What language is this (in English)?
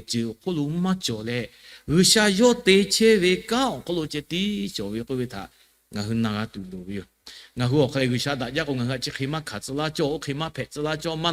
Lahu